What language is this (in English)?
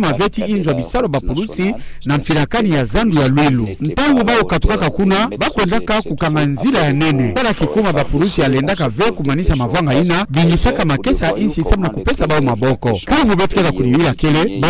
Kituba (Democratic Republic of Congo)